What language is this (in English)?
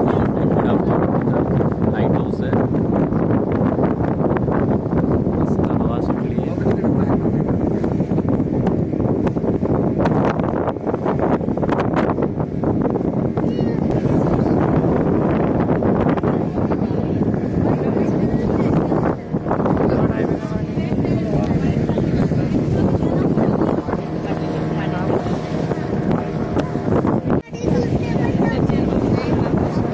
Marathi